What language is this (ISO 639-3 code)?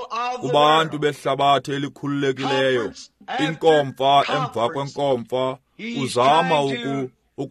xho